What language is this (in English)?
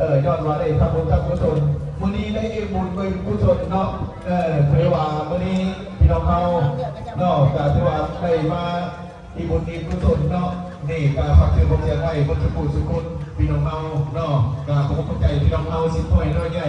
Northeastern Thai